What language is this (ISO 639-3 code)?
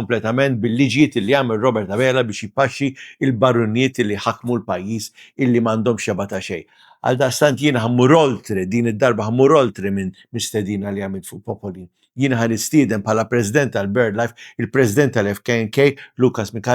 mlt